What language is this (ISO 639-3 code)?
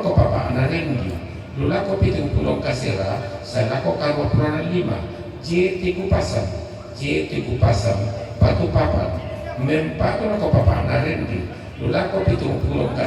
sda